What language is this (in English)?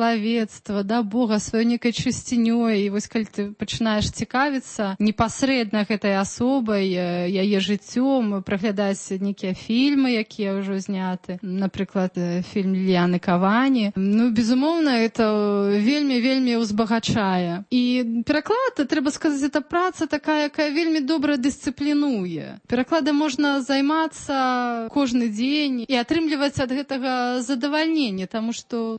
Belarusian